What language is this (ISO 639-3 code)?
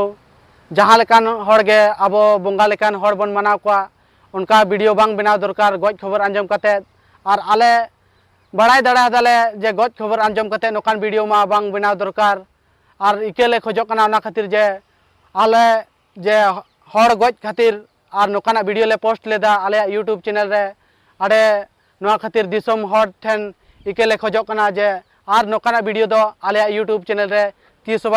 sat